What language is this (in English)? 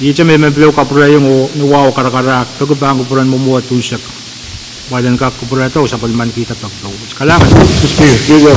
Pohnpeian